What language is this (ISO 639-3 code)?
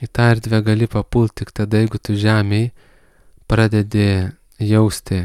lit